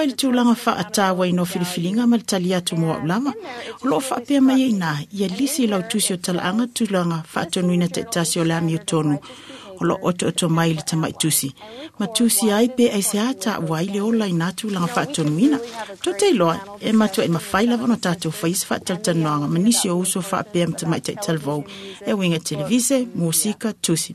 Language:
Samoan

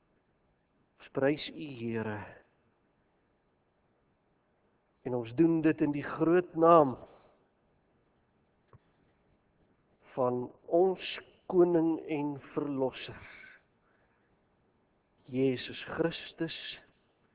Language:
Afrikaans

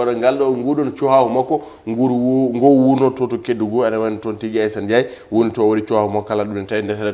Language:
Fula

